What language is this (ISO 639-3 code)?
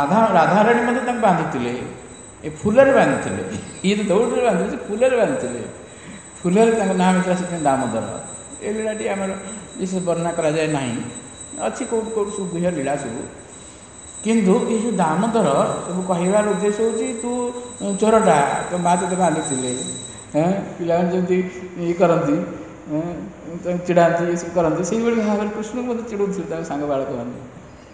ori